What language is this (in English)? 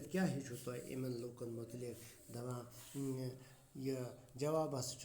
Kashmiri